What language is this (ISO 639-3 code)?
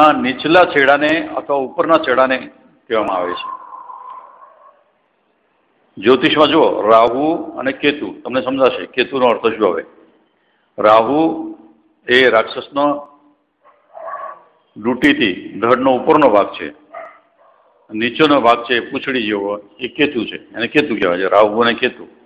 guj